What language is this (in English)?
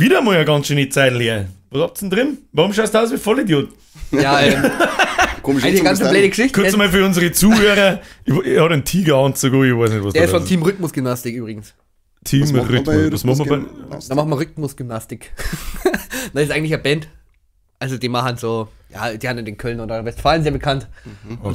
Bavarian